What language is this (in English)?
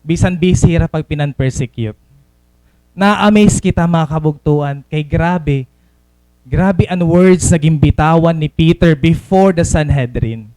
Waray